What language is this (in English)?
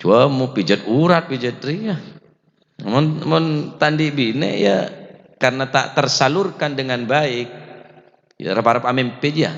Madurese